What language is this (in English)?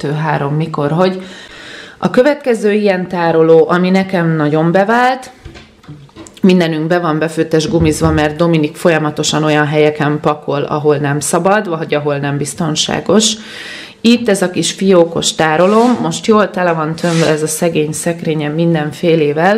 Hungarian